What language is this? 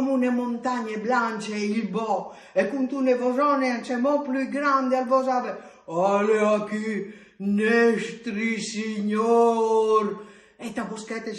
Friulian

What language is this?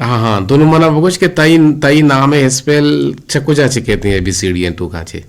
Eastern Balochi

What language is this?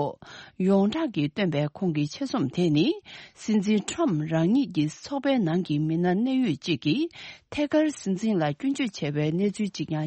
Tibetan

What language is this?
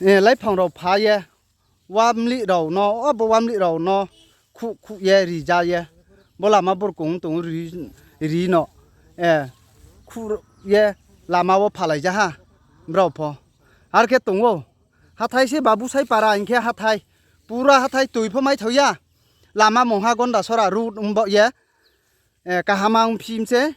Riang (India)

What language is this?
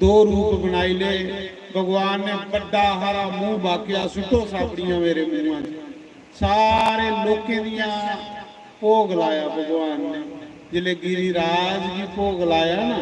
Dogri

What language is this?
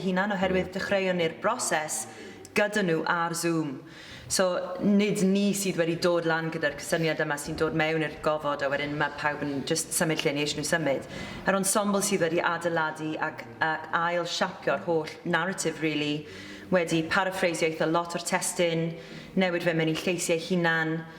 Welsh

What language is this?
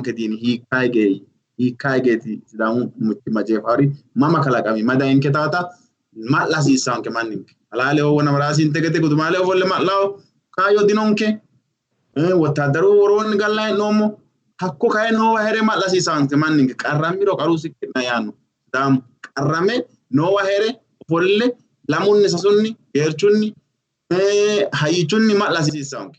Sidamo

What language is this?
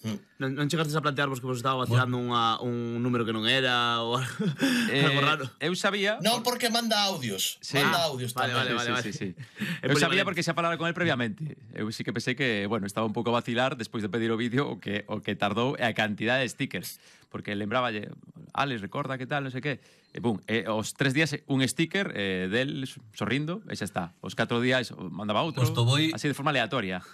Galician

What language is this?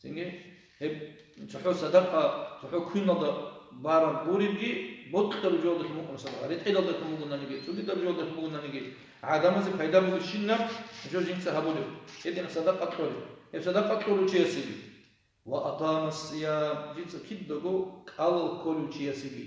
Avaric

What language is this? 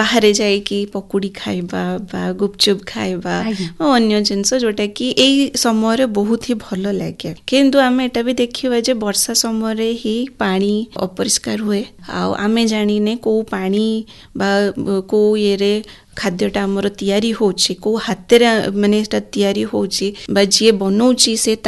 Odia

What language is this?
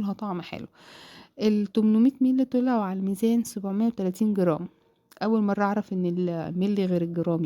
Egyptian Arabic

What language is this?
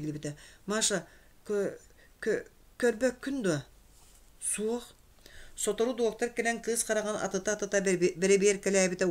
Yakut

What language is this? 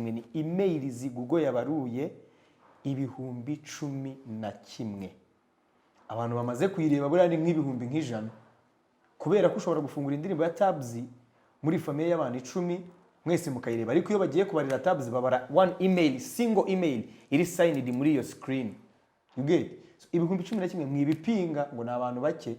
Kinyarwanda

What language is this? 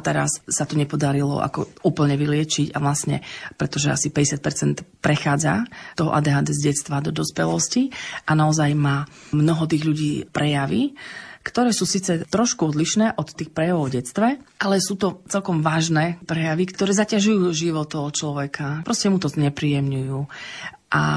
Slovak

